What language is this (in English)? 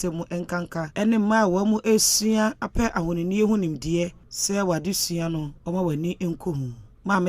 Akan